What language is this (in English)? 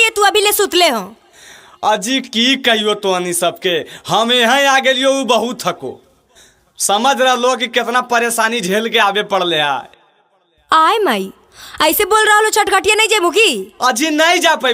Magahi